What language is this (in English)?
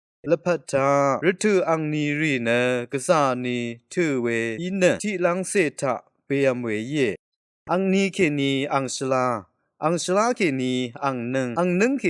Rawang